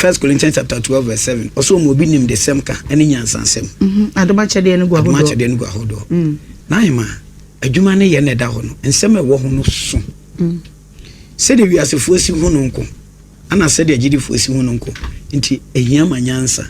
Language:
Akan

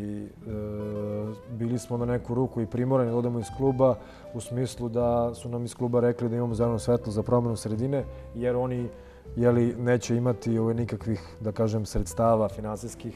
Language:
Serbian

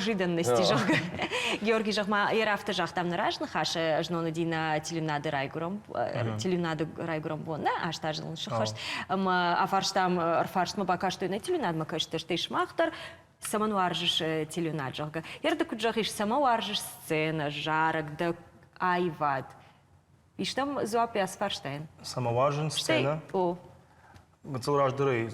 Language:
Ossetic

